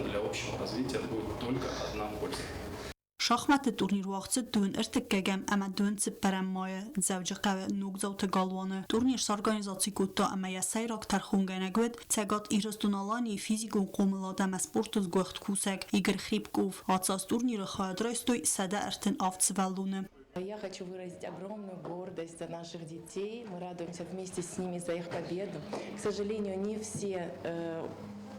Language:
Ossetic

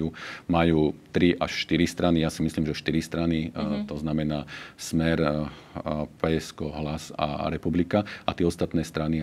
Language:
Slovak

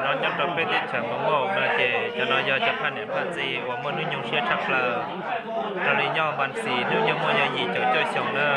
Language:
Hmong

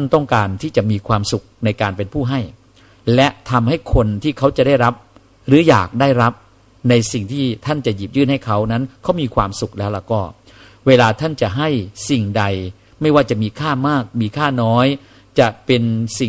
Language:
Thai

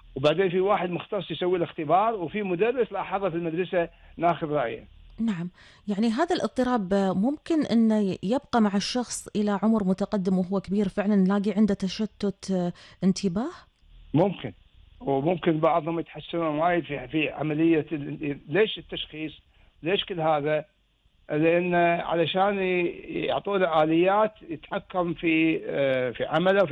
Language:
Gulf Arabic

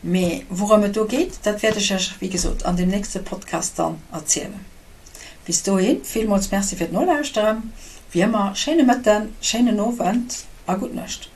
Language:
Luxembourgish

